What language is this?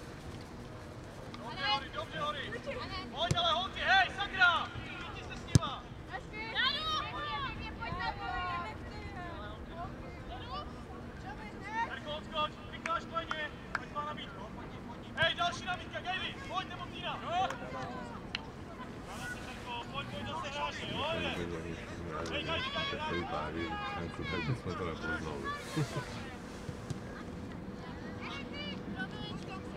Czech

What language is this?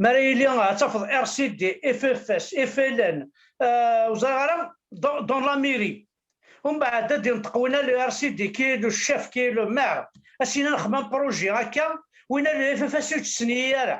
Kabyle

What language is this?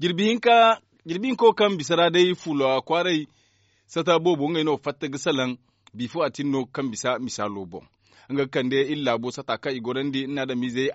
Zarma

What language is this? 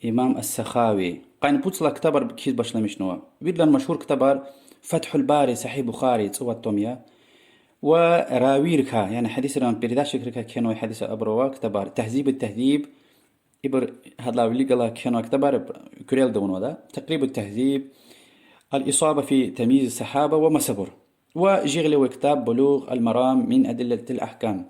Lezghian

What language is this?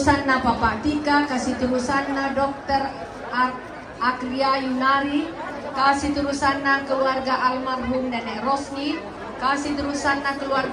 Toraja-Sa'dan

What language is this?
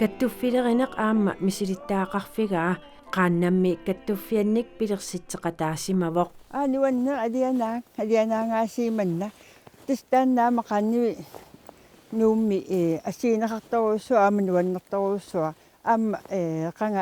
Kalaallisut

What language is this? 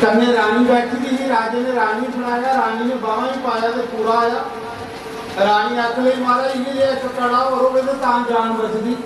Dogri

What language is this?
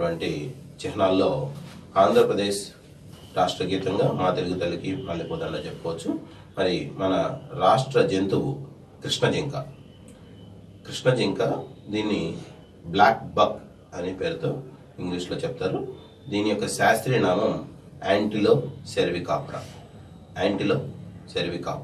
Telugu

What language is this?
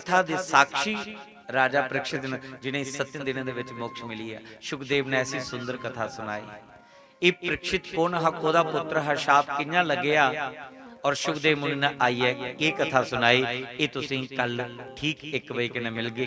Dogri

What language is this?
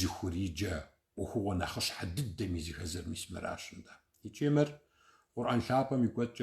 Kabardian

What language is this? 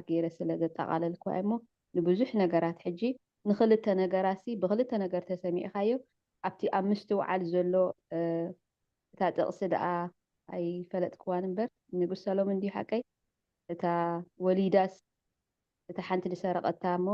Tigrinya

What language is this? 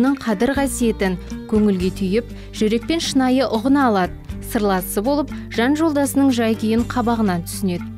Kazakh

